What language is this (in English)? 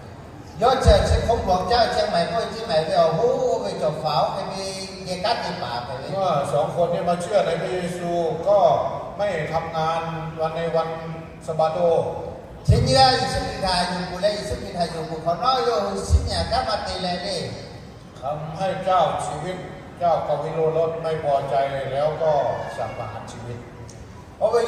Lahu